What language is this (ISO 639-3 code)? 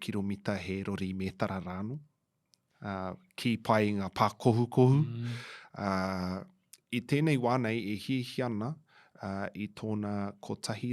mri